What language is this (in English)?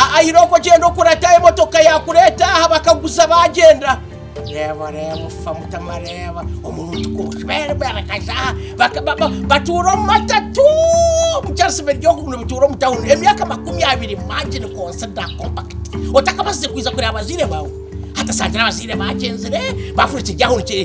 Nyankole